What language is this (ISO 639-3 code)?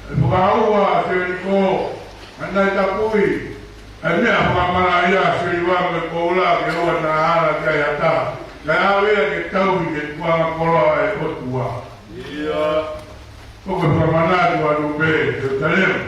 ton